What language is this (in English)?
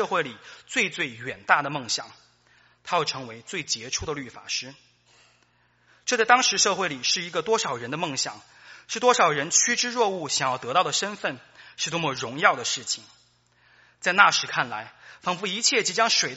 Chinese